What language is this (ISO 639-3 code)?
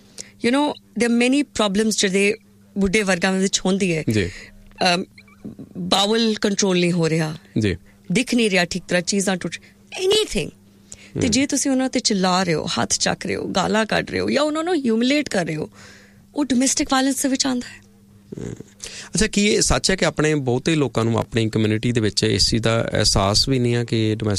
pan